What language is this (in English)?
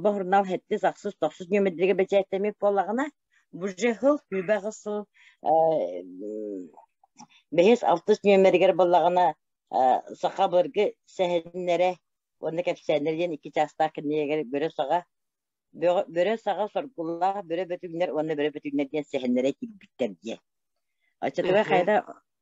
Yakut